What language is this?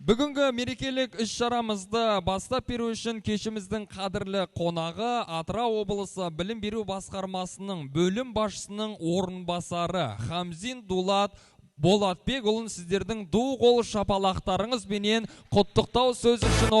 Kazakh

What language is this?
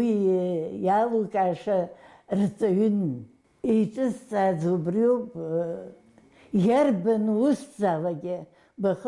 Abkhazian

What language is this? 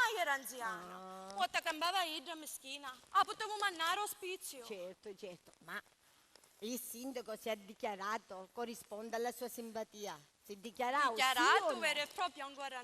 Sicilian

